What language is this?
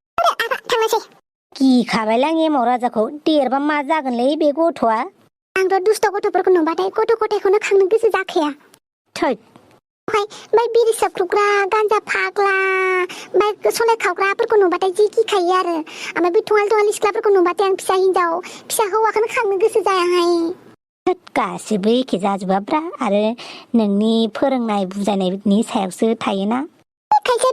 Bodo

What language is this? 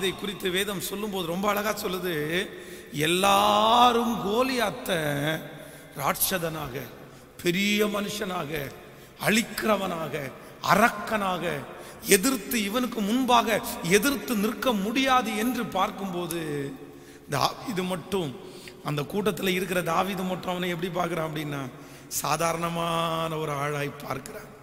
Tamil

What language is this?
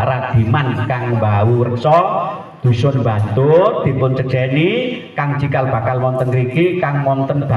Javanese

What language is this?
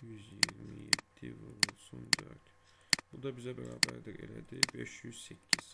Azerbaijani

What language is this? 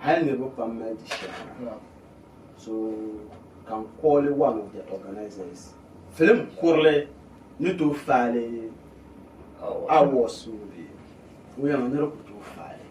Dagbani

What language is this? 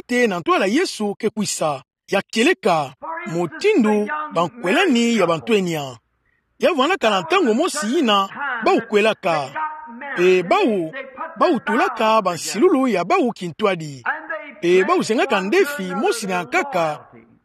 Kituba (Democratic Republic of Congo)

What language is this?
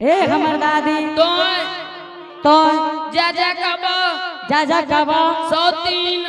Angika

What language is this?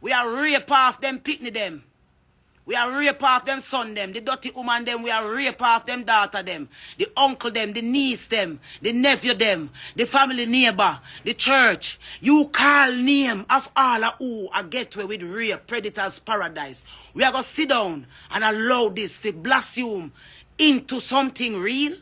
Jamaican Creole English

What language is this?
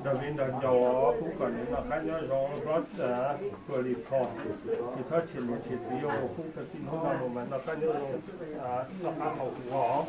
Hmong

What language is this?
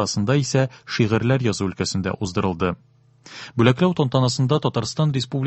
Tatar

